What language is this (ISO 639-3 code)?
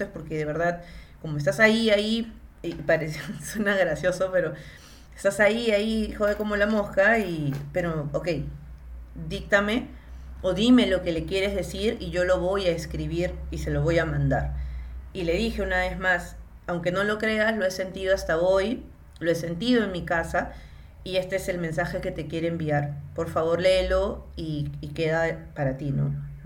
spa